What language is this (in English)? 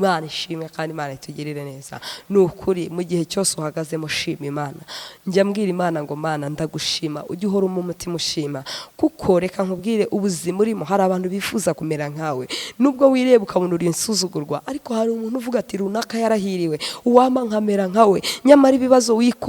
Kinyarwanda